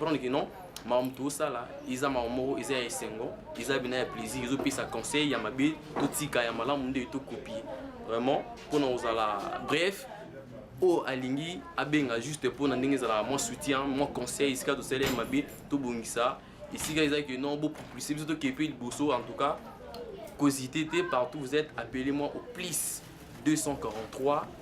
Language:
Lingala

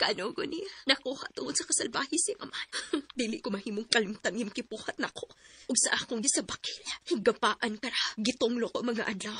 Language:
Cebuano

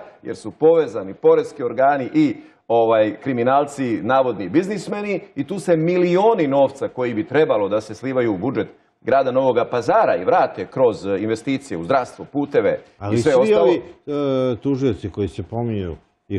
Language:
Bosnian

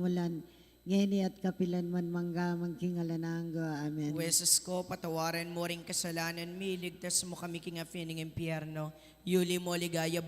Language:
Pampanga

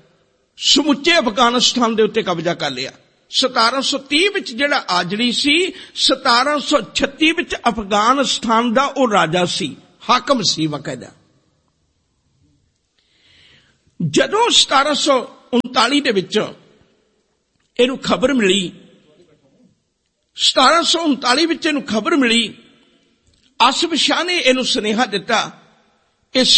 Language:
Punjabi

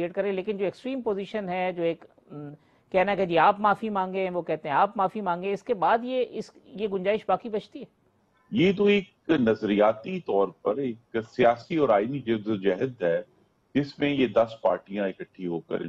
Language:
Urdu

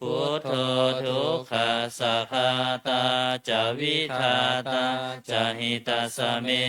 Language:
Pali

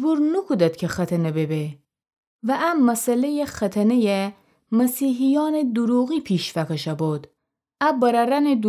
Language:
Gilaki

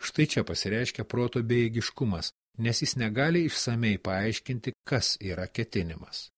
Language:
Lithuanian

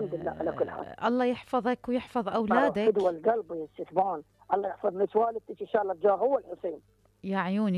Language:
Mesopotamian Arabic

